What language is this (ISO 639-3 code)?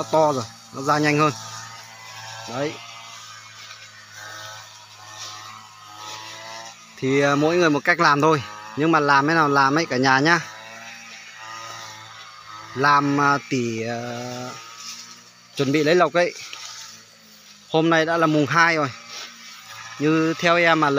vie